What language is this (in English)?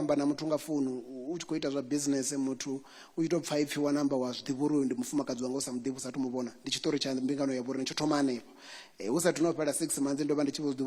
Venda